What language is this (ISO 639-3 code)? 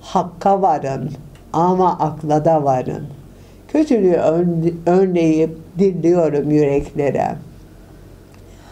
tur